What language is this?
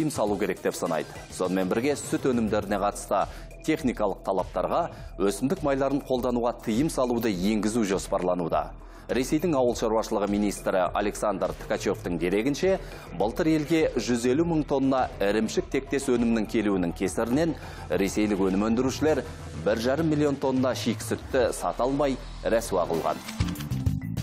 Kazakh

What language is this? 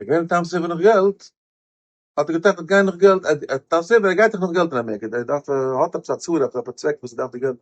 Yiddish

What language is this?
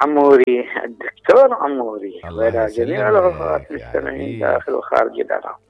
Mesopotamian Arabic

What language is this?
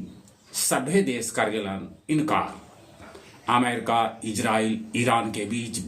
Magahi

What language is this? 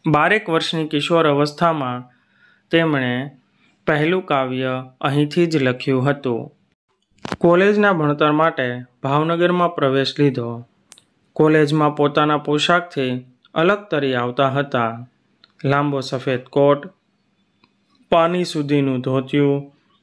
Gujarati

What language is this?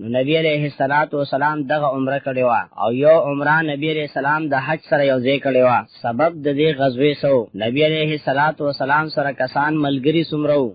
Pashto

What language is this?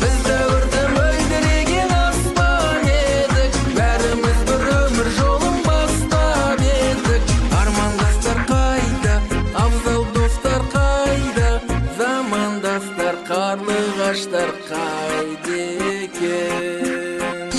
Kara-Kalpak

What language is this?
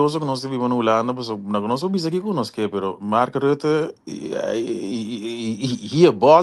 Papiamento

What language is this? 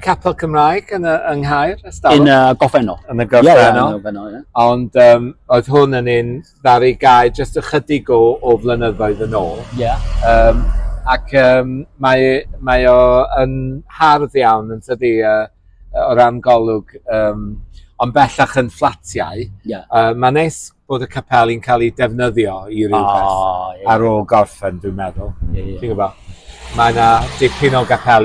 Welsh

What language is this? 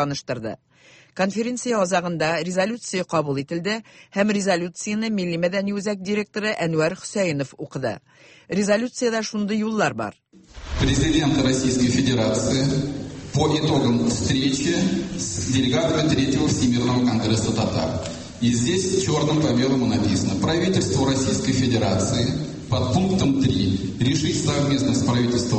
Tatar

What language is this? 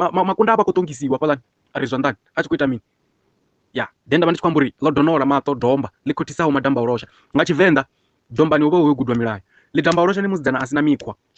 Venda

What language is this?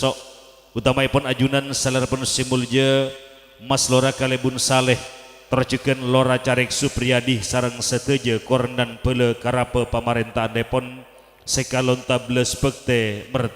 Madurese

